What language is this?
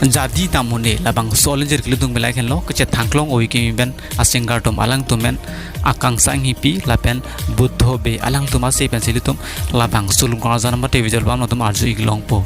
Karbi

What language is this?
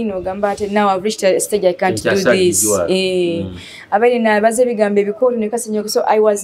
Nyoro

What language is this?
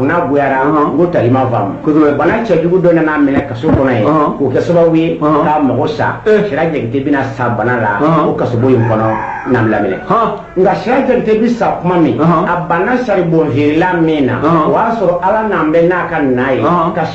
Bambara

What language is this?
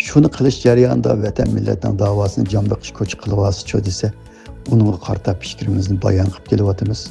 Uyghur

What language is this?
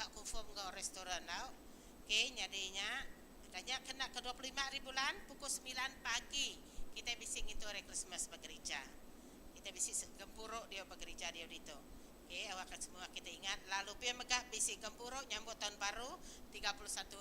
Iban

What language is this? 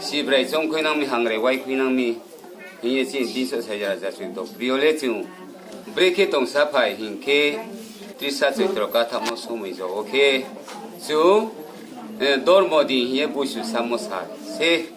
Riang (India)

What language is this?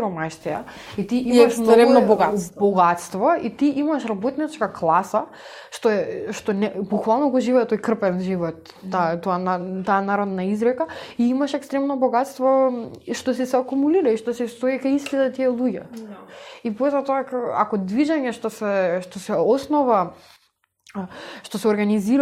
Macedonian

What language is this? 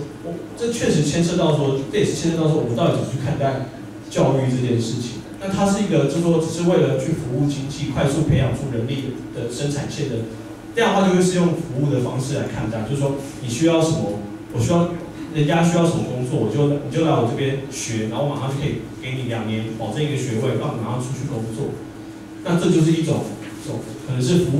Chinese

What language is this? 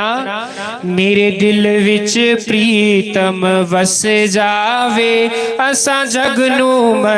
Dogri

